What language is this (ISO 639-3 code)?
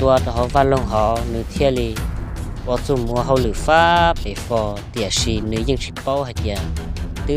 hmn